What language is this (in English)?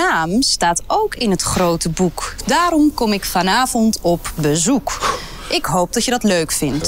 Dutch